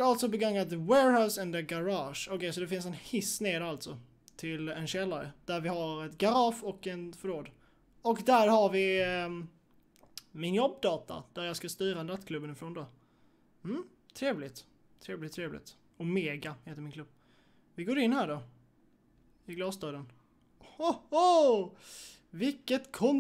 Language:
Swedish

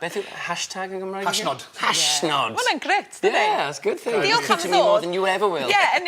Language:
Welsh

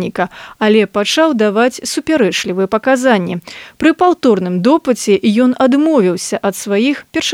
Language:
Belarusian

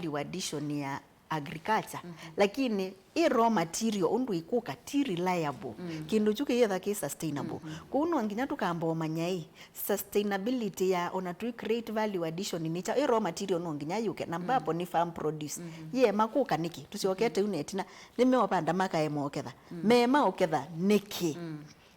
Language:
Kamba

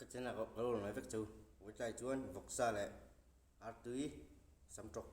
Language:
Mizo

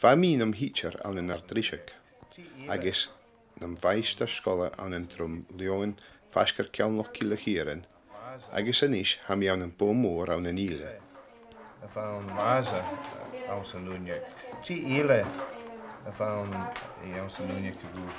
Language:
Scottish Gaelic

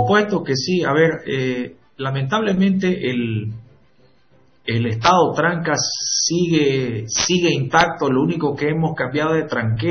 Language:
Spanish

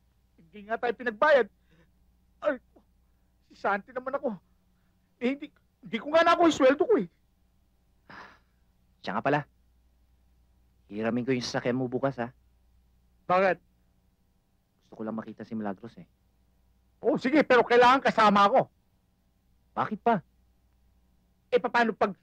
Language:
Filipino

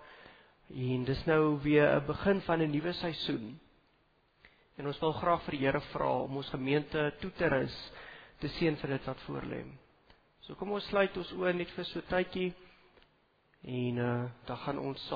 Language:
Afrikaans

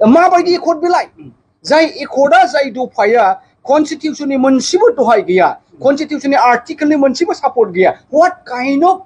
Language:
Bodo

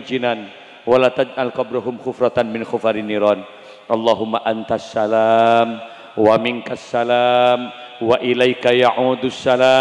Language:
Madurese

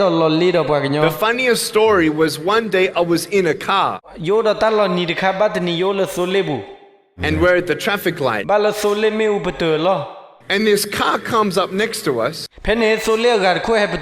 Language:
S'gaw Karen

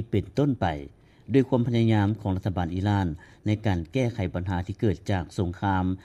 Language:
Lao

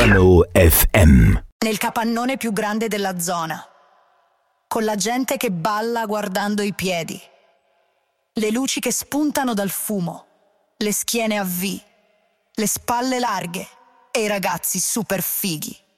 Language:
Italian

